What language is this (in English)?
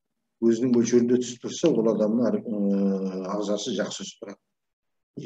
Kazakh